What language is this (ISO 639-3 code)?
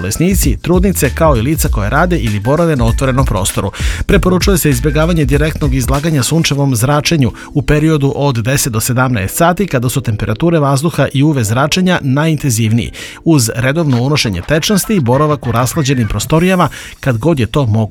srp